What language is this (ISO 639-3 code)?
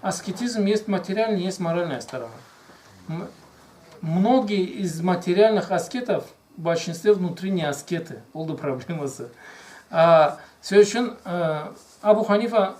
krc